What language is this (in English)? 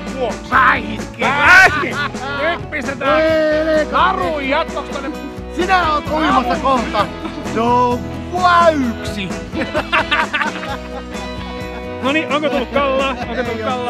Finnish